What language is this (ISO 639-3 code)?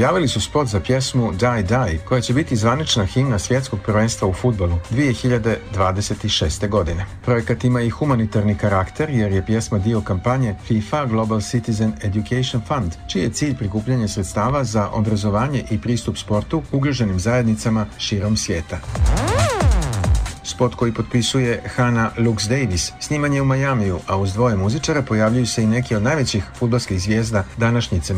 srp